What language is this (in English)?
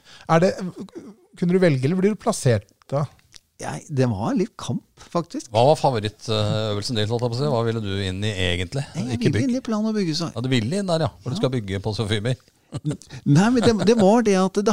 Norwegian